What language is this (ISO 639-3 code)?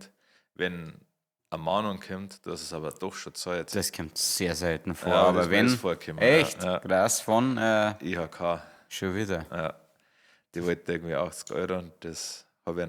bar